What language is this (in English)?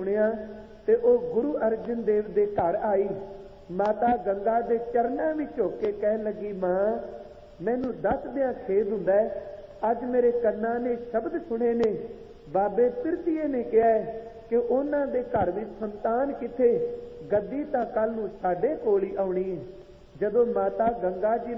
Punjabi